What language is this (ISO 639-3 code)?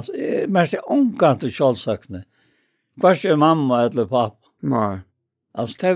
fao